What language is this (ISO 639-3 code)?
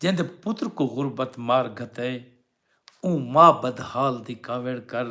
skr